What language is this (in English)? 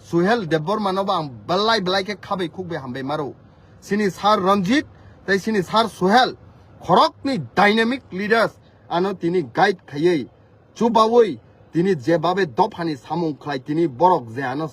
Kok Borok